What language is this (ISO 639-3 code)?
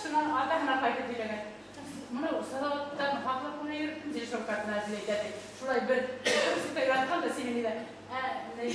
bak